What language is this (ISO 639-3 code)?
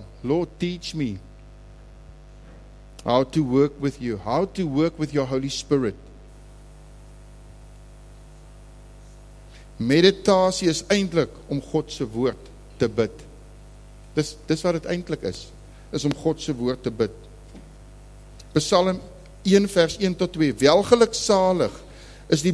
afr